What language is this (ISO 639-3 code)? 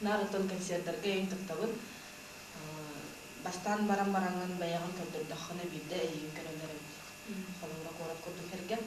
sah